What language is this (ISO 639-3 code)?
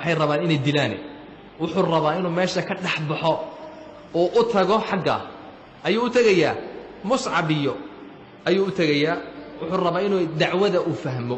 som